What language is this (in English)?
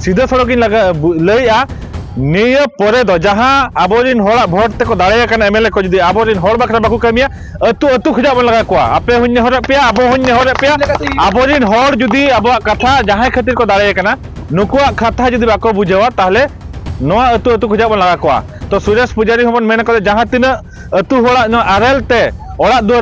Santali